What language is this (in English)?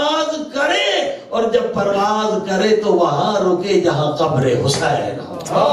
Urdu